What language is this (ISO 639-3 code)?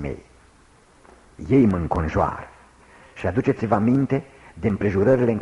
ron